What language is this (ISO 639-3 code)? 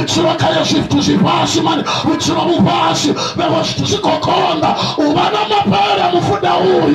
ven